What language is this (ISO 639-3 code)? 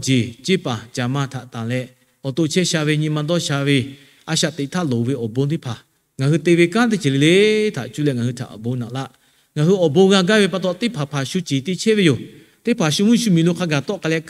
lhu